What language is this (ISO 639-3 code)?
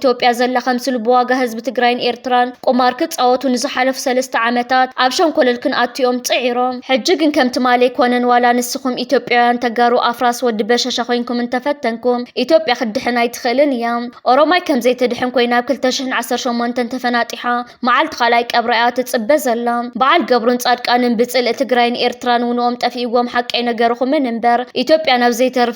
tir